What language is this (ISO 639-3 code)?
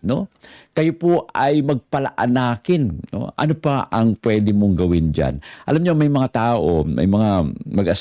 fil